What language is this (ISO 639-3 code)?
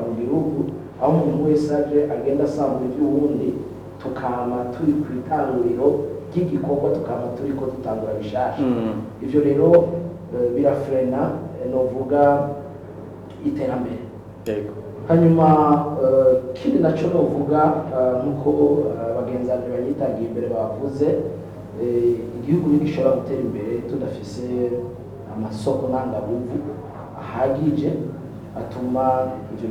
run